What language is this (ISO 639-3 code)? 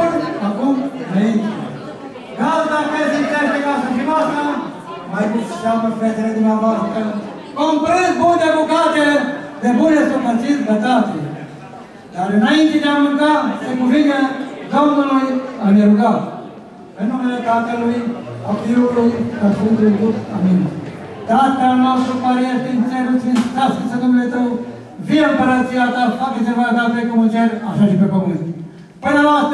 ron